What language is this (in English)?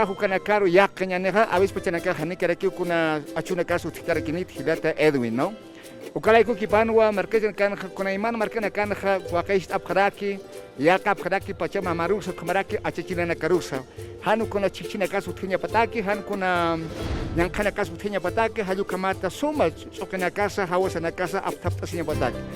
Aymara